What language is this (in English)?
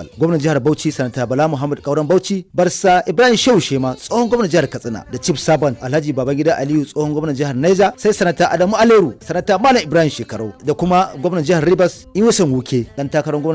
Hausa